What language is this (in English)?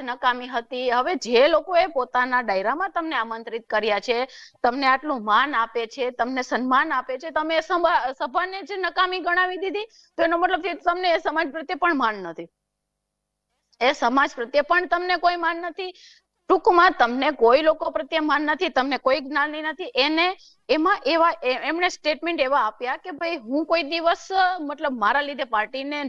Gujarati